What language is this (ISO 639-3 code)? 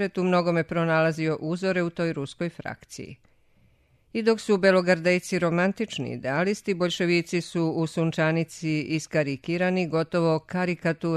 srp